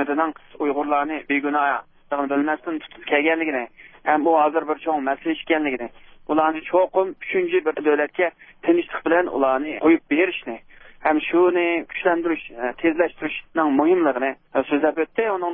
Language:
Uyghur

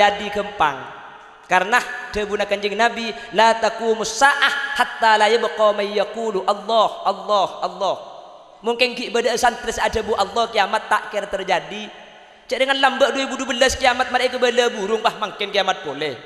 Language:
Madurese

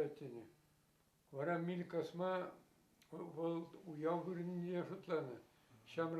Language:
Chuvash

